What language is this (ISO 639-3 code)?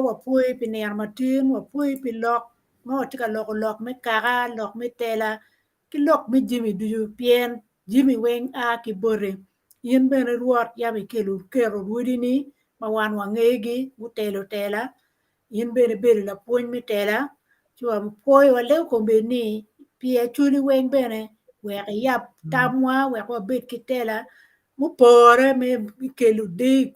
ach